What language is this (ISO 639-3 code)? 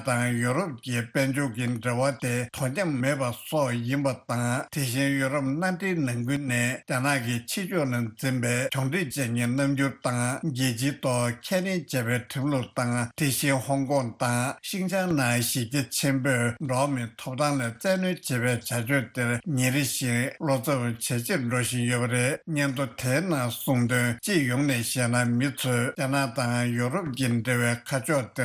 bod